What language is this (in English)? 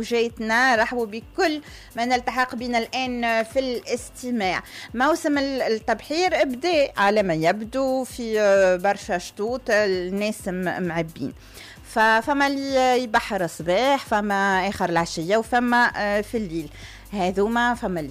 Tunisian Arabic